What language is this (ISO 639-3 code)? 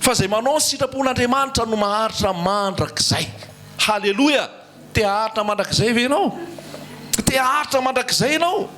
mlg